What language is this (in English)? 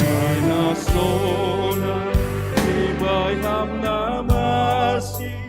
Batak Simalungun